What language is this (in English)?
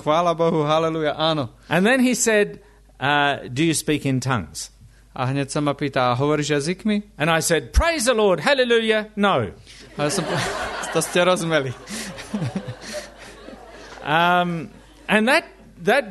Slovak